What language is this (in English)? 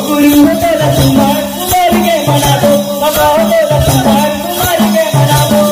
Chhattisgarhi